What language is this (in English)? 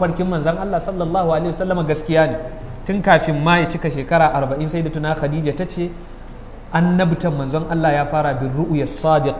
Hausa